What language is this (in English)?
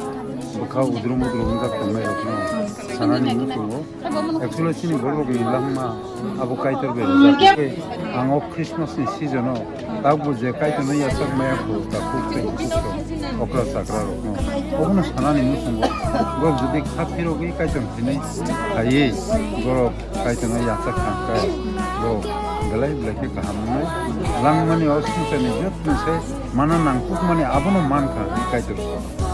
Kok Borok